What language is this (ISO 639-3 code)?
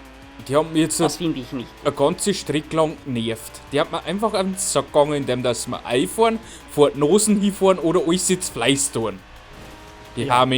bar